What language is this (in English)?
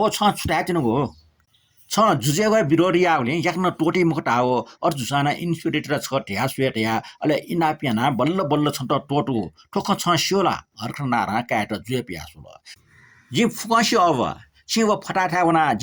Newari